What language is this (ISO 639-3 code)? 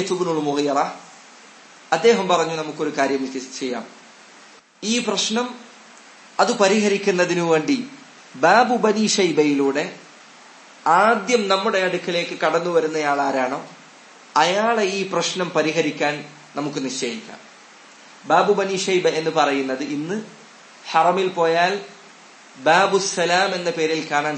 mal